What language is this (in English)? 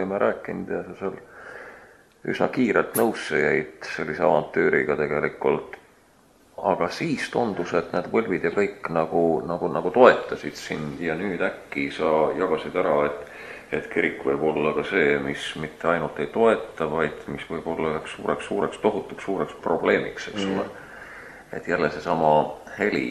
Estonian